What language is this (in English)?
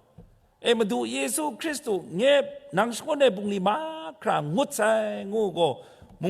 Kachin